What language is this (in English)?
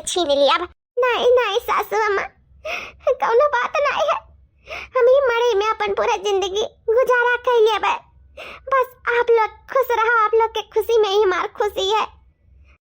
Awadhi